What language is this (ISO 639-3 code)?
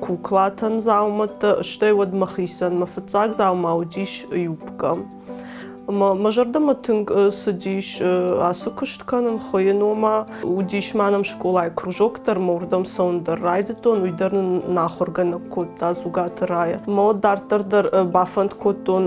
oss